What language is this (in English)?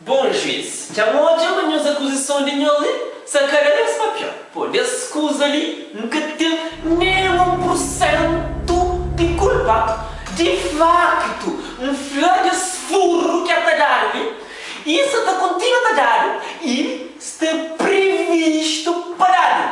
Kabuverdianu